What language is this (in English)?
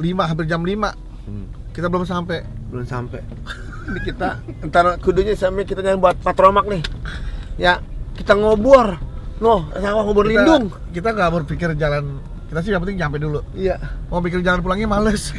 Betawi